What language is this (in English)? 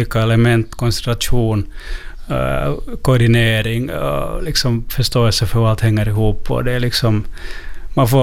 Swedish